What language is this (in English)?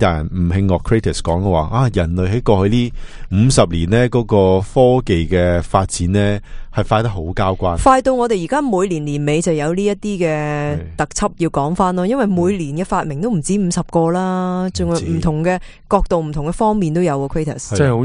Cantonese